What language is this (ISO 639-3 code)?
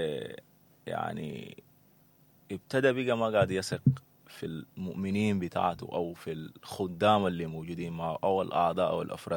apd